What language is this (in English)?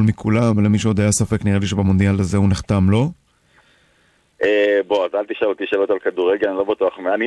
Hebrew